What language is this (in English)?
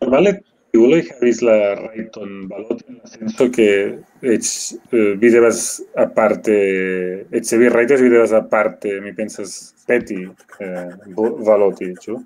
Esperanto